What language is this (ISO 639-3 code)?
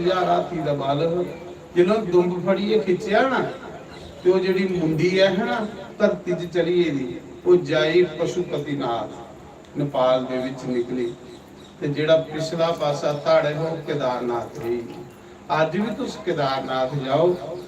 doi